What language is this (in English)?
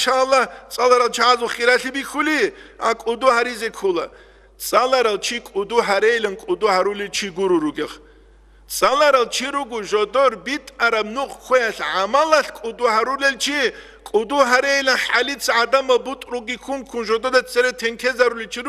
Avaric